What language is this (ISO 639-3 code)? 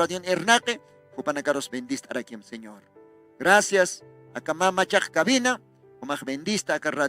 aym